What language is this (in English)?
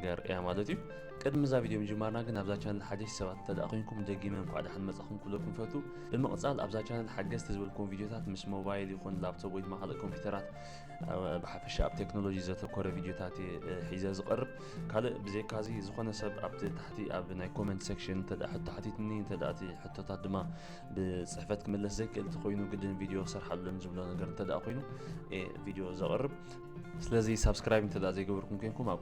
Tigrinya